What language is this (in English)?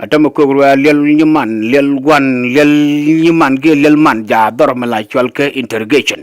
Nuer